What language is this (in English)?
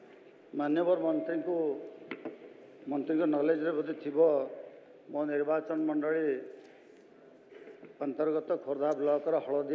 Odia